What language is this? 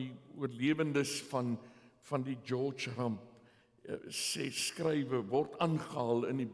Afrikaans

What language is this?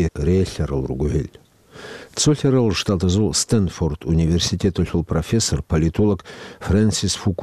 Avaric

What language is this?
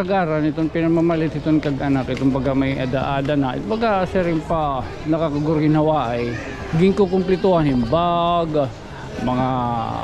Waray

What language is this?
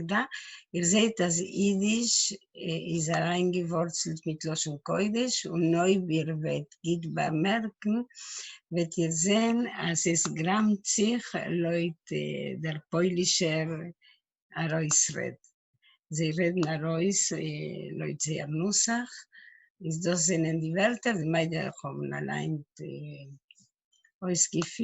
Yiddish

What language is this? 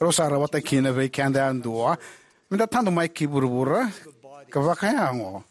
Fijian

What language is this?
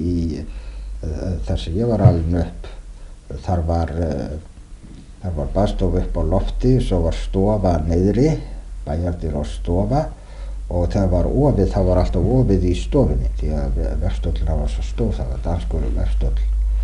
Icelandic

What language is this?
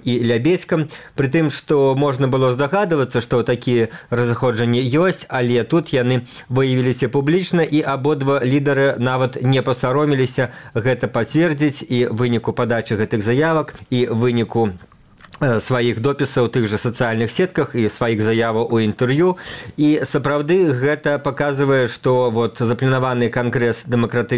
Belarusian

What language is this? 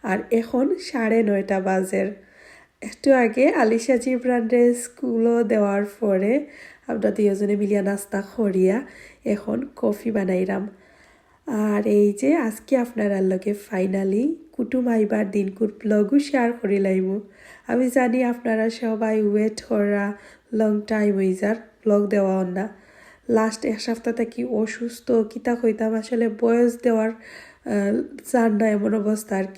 Sylheti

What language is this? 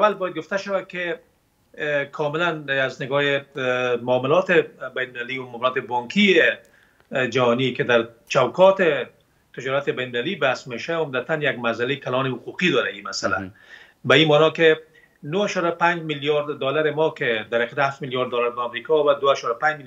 Persian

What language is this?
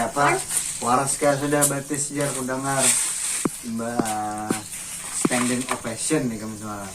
Banjar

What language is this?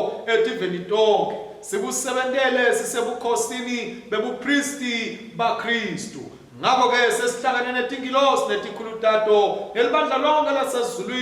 Swati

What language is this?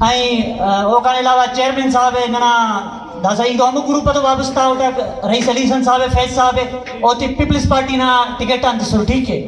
Brahui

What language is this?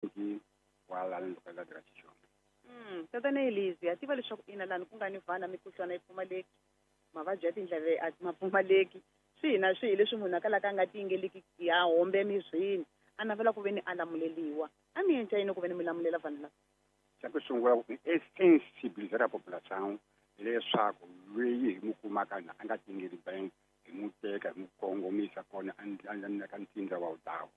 Tsonga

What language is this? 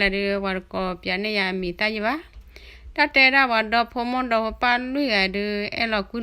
S'gaw Karen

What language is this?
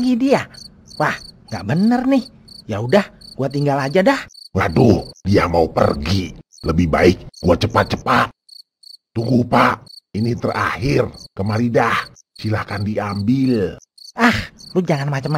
Betawi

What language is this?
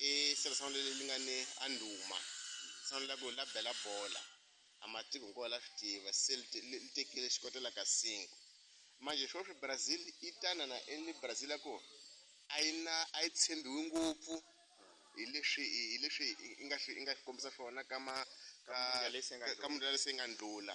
Tsonga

